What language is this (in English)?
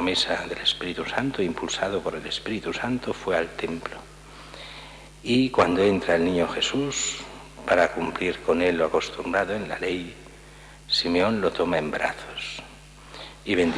Spanish